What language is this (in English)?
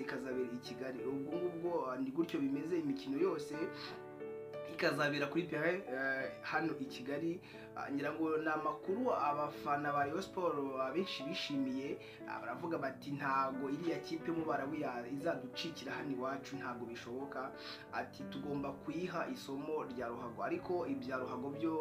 Kinyarwanda